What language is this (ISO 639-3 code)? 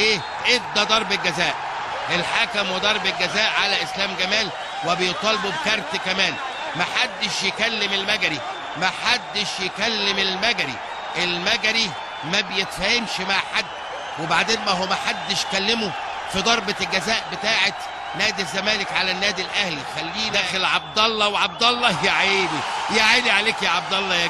arz